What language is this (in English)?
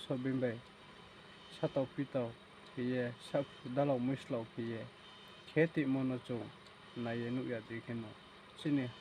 Riang (India)